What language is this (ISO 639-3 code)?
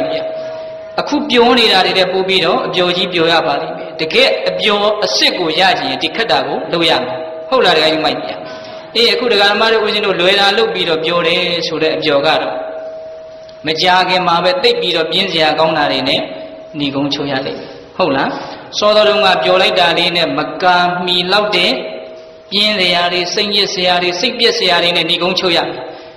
mya